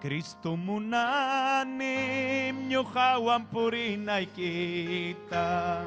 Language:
Ayacucho Quechua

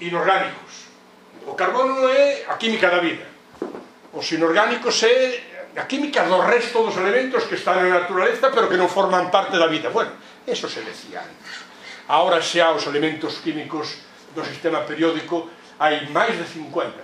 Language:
Galician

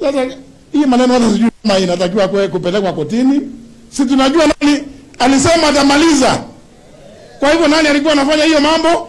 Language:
Swahili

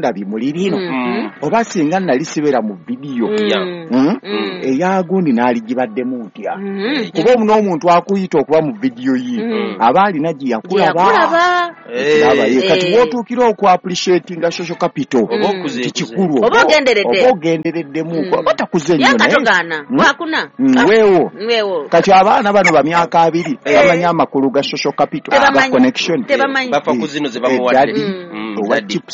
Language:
Ganda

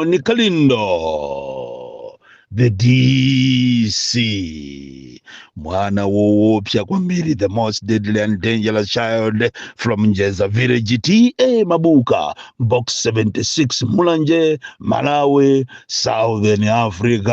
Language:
Nyanja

